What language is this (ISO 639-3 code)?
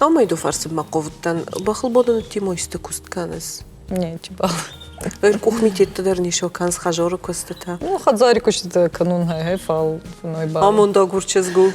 oss